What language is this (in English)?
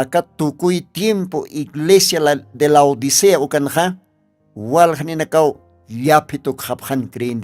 Aymara